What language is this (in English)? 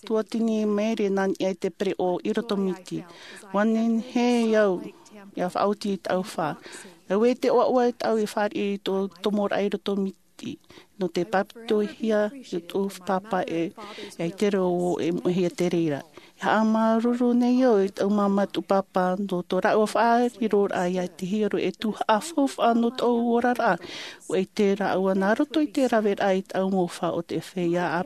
Tahitian